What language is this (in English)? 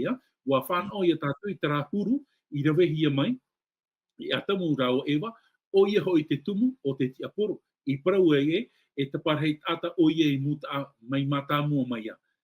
Tahitian